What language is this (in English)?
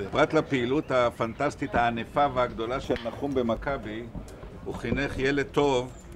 Hebrew